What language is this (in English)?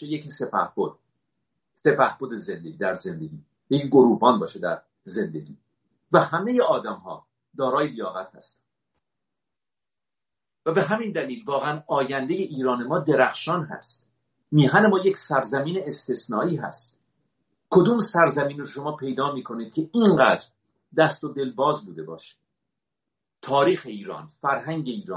Persian